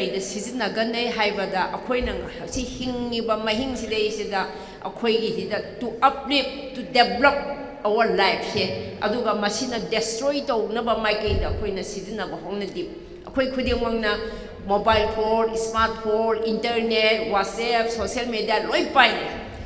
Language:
Manipuri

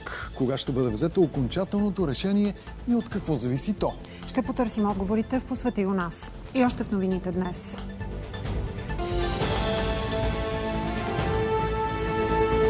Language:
Bulgarian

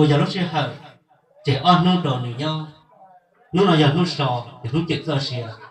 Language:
Hmong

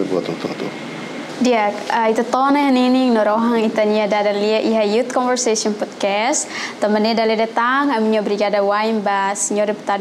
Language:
Tetum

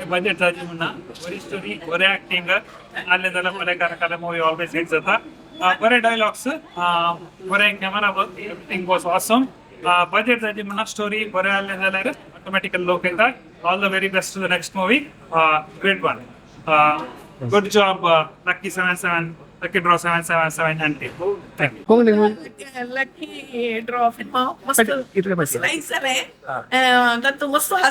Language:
Konkani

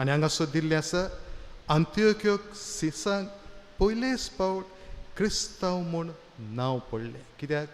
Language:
Konkani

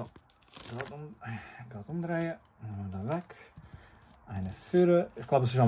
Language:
Swiss German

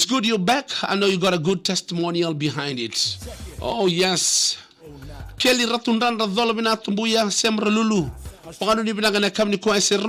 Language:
Fijian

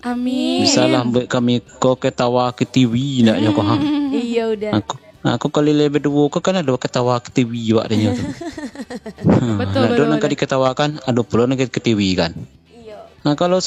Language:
Minangkabau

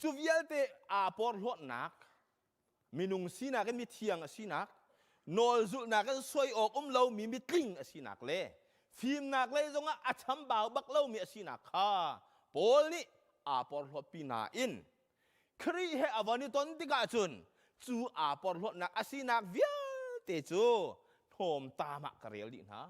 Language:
Hakha Chin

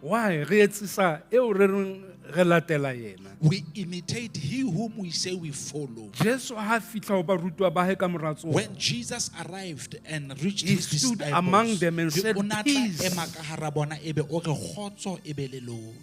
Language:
Southern Sotho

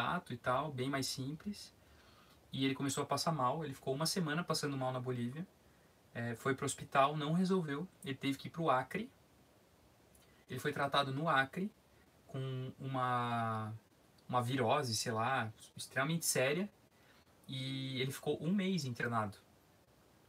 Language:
Portuguese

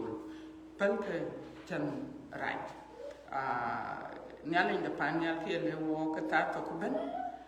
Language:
Dinka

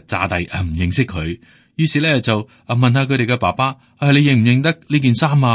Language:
Cantonese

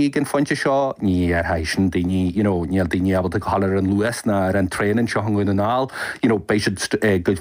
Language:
Irish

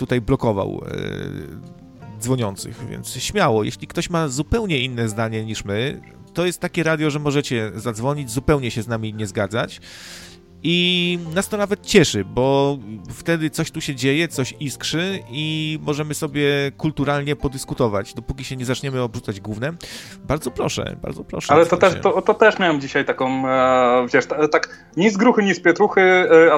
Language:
Polish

